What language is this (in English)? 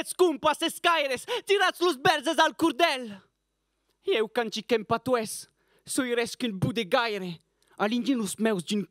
Occitan